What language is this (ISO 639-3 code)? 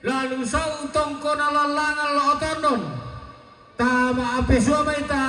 sda